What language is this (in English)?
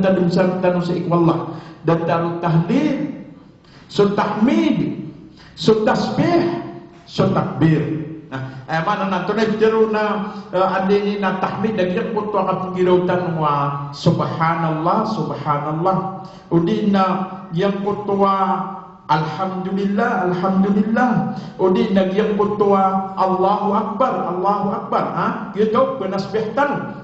Maranao